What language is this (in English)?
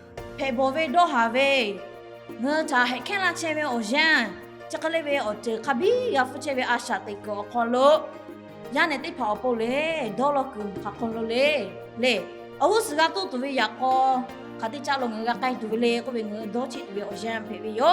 Lahu